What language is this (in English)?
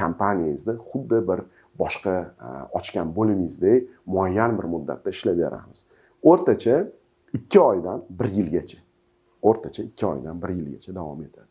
Uzbek